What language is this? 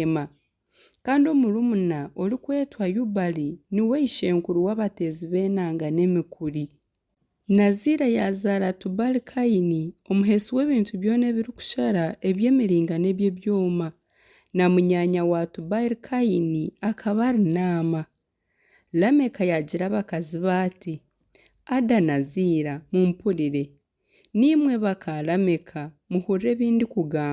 Nyankole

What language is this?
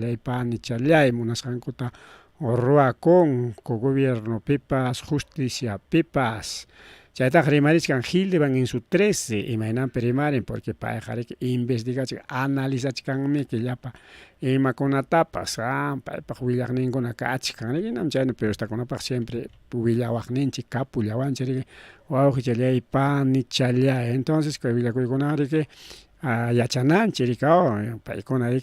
Ayacucho Quechua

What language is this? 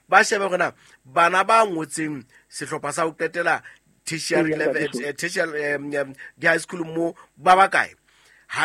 Southern Sotho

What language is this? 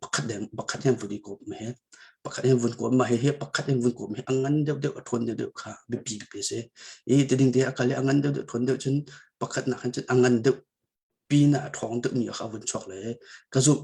Hakha Chin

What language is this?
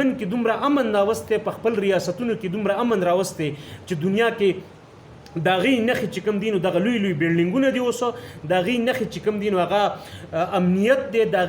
Pashto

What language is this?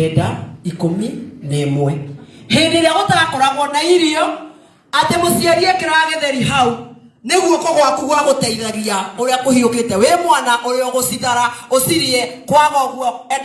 Kikuyu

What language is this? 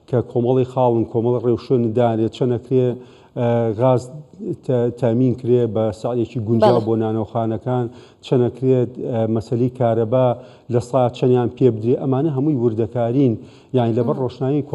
Central Kurdish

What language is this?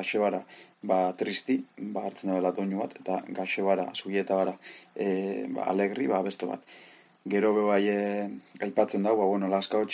Basque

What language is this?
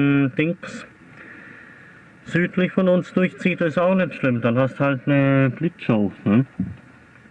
German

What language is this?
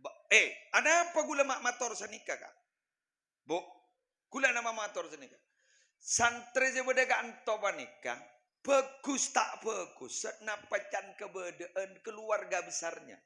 Madurese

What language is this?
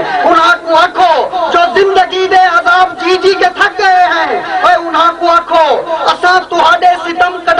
Saraiki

